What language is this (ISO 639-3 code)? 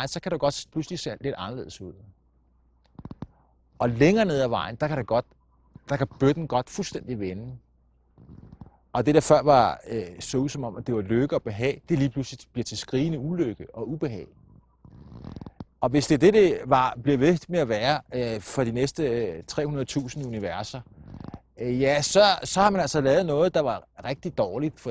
dan